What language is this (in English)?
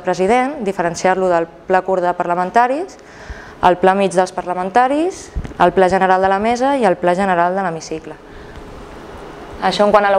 Catalan